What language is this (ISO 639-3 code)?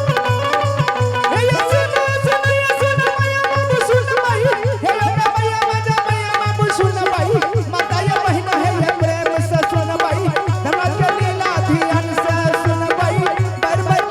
anp